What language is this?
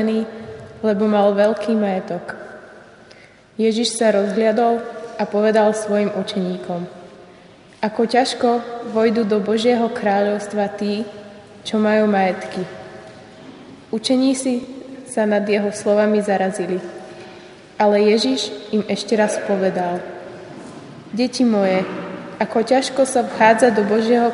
Slovak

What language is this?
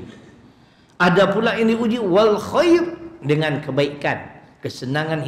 Malay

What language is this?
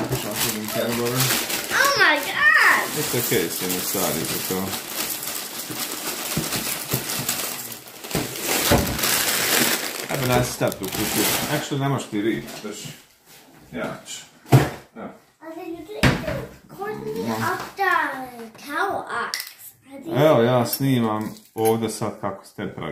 Croatian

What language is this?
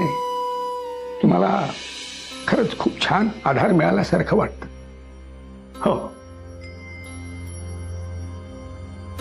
Marathi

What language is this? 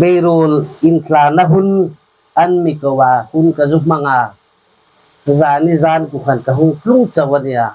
Hmar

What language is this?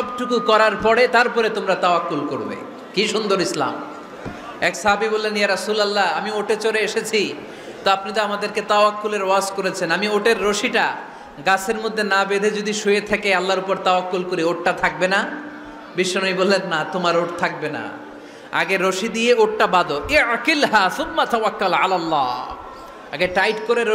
Bangla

